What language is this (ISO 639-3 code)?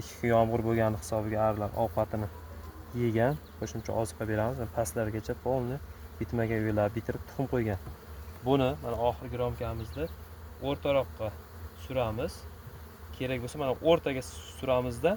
uzb